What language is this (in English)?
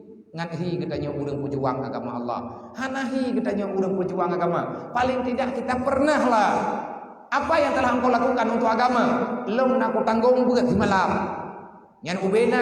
Achinese